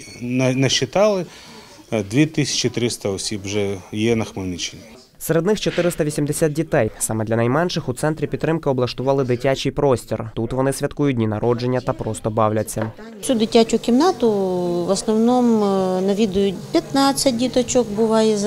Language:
Ukrainian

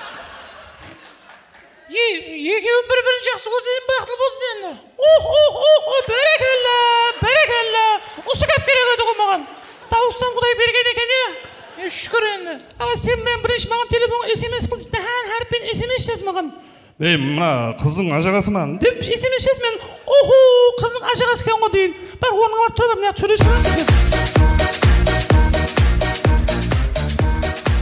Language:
Kazakh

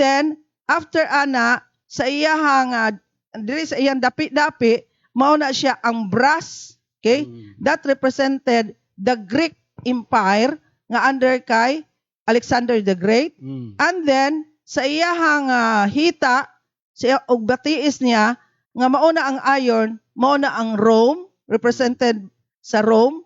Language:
Cebuano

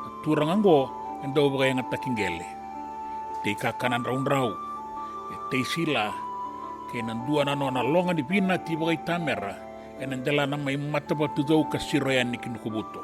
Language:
Fijian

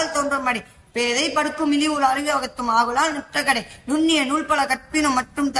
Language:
Tamil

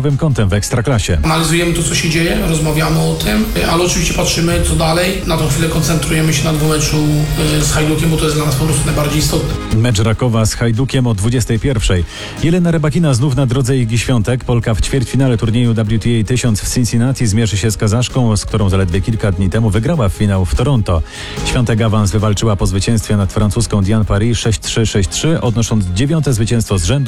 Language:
Polish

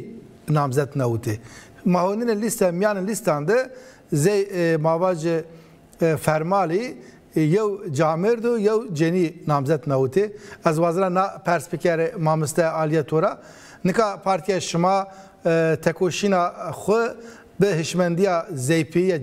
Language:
Zaza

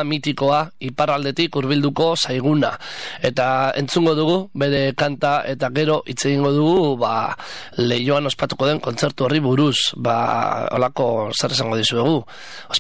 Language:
Basque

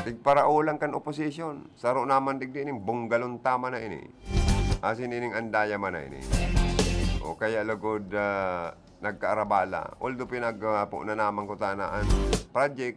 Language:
Bikol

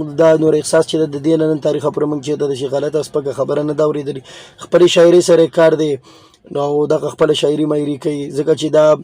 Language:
Pashto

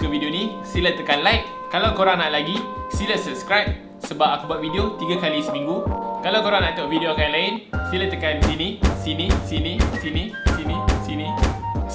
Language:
Malay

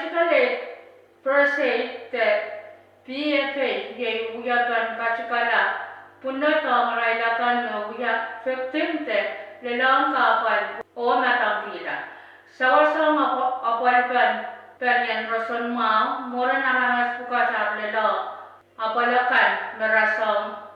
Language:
Pohnpeian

